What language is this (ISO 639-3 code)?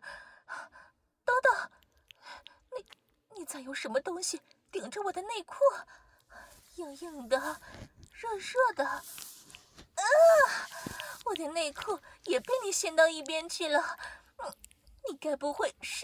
zho